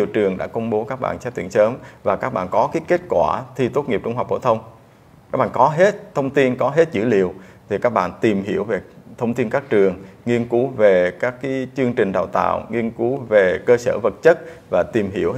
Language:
Vietnamese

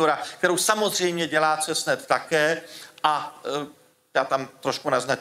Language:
Czech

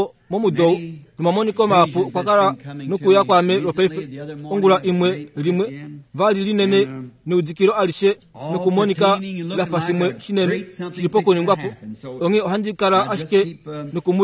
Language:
Kuanyama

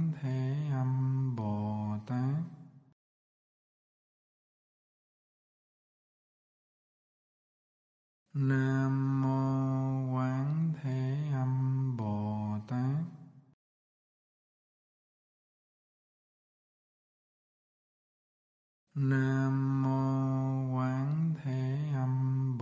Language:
Vietnamese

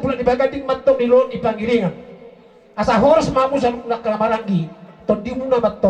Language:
Batak Toba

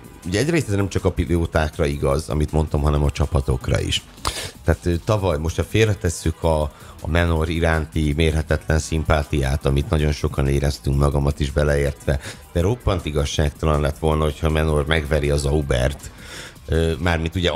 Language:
Hungarian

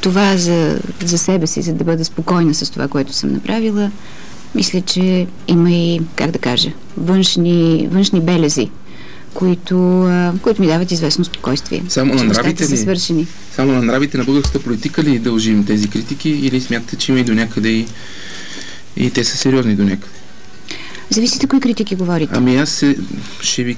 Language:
Bulgarian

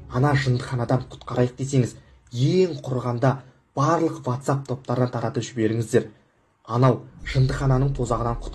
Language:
Kazakh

